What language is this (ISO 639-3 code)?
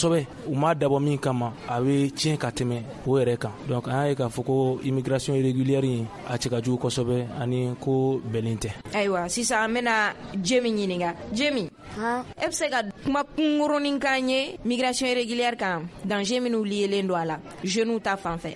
bam